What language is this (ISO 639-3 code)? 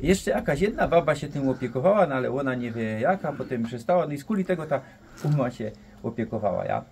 szl